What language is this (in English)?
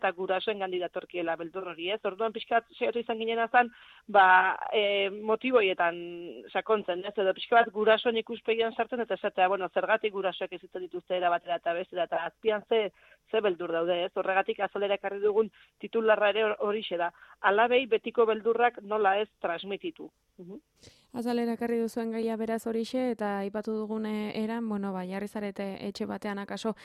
Basque